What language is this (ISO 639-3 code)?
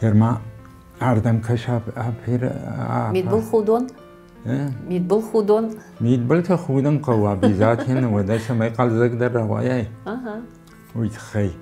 oss